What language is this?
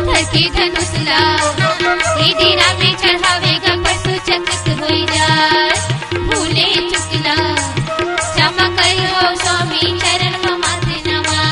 Chhattisgarhi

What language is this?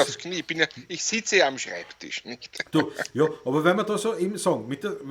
Bavarian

